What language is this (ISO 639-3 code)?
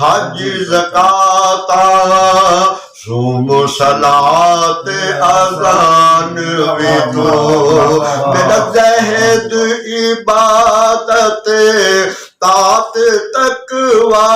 skr